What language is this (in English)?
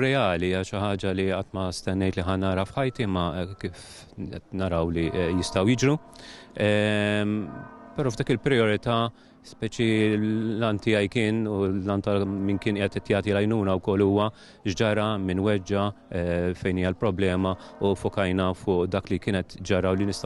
Maltese